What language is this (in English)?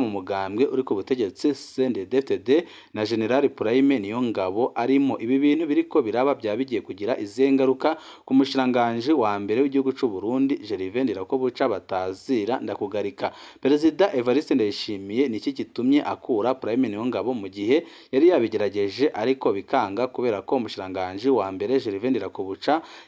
Rundi